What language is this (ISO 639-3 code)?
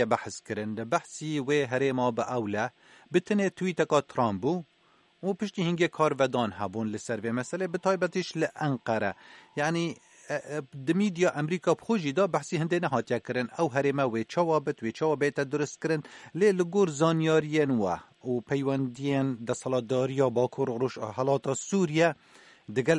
kur